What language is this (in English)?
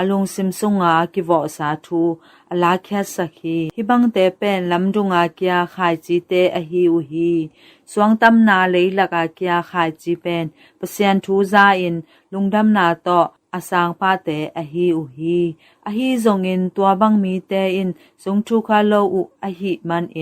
Tedim Chin